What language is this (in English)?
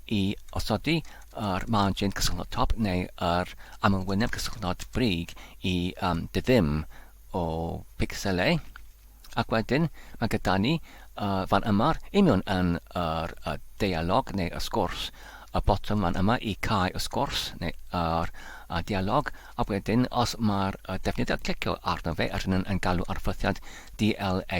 Welsh